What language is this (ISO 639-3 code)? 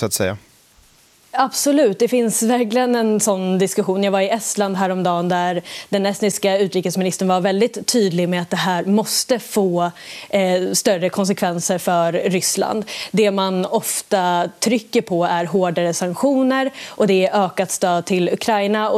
swe